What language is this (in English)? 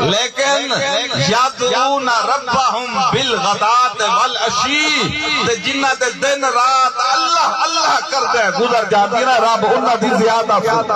Saraiki